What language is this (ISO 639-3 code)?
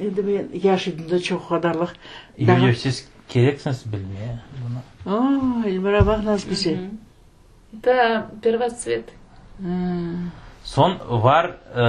crh